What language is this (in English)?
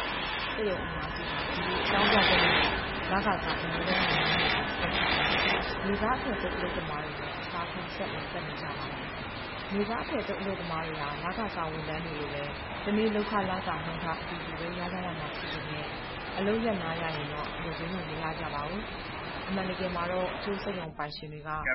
Burmese